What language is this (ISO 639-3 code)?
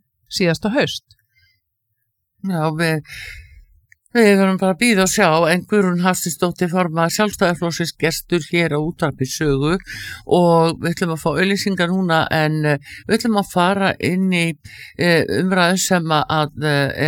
isl